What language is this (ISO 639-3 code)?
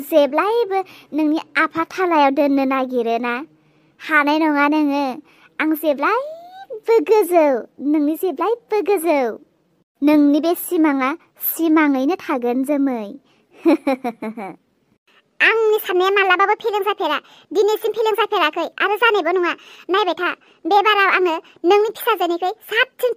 brx